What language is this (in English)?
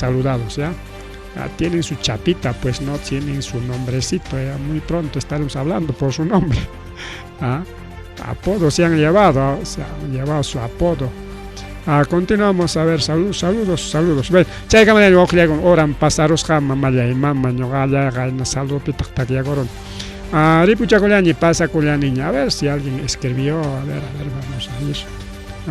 Ayacucho Quechua